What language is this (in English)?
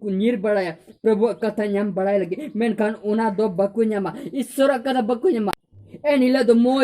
Santali